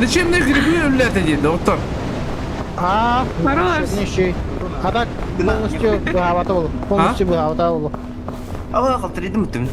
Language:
Yakut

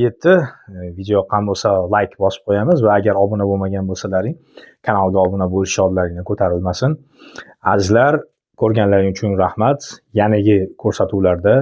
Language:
Uzbek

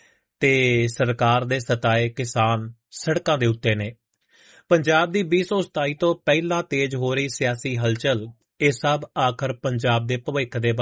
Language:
Punjabi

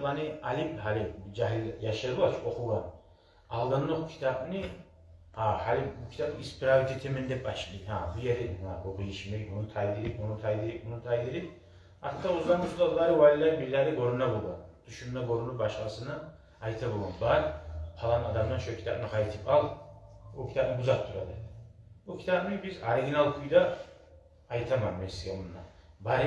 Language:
Kumyk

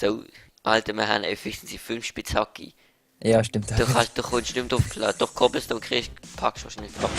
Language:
Swiss German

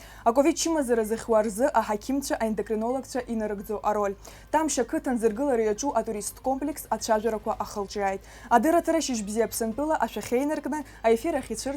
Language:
Abkhazian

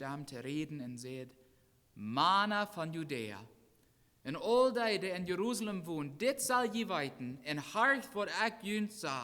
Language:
Plautdietsch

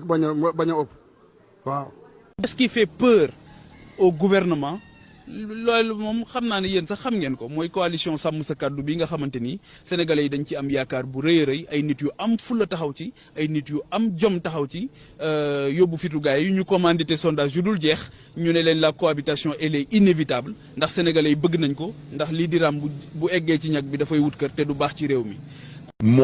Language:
Wolof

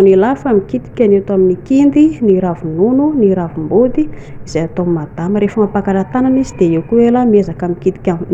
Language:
Malagasy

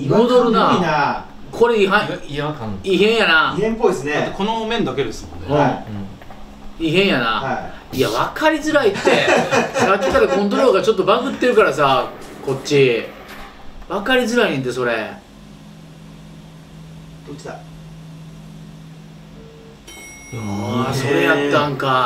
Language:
Japanese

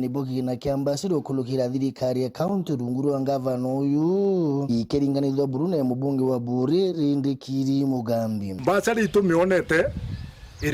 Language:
Meru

